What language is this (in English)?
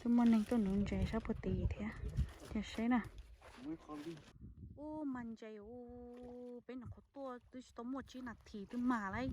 Hmong